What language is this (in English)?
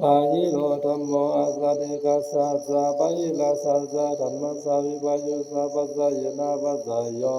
Pali